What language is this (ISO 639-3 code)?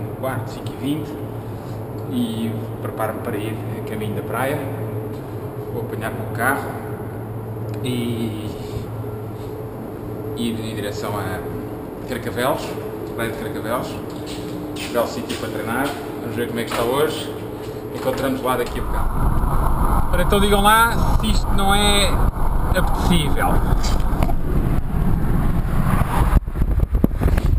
por